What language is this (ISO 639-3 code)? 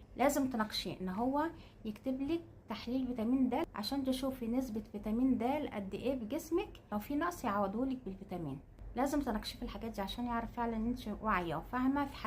arz